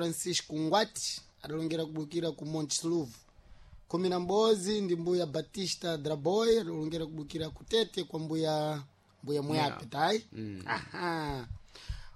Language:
Sena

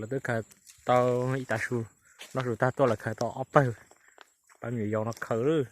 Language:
Hmong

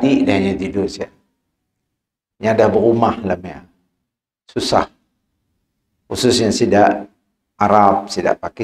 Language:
Malay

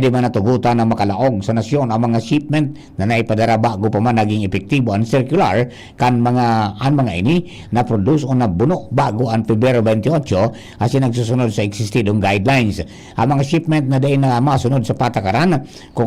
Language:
Bikol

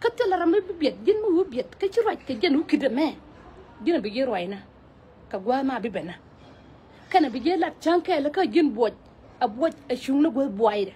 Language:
Nuer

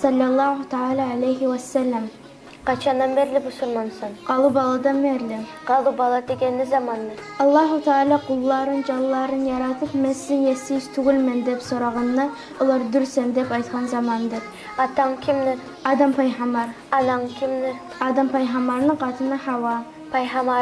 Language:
Kumyk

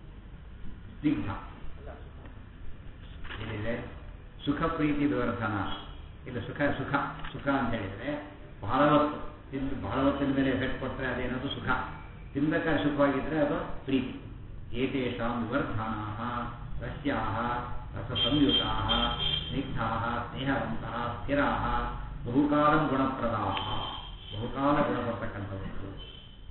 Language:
Kannada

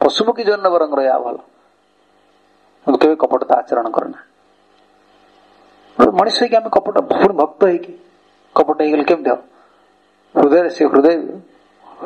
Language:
Odia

